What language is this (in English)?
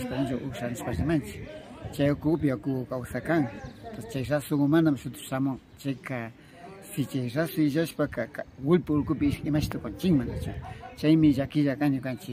Imbabura Highland Quichua